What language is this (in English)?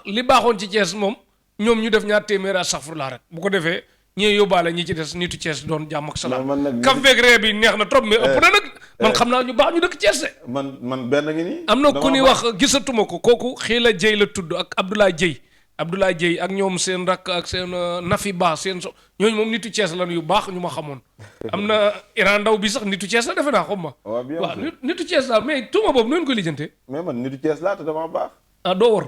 Wolof